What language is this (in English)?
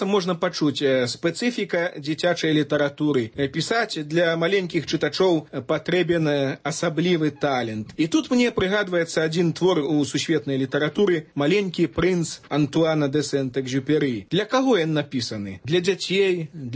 Belarusian